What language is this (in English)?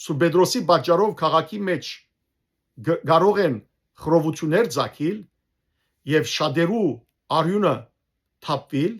Western Armenian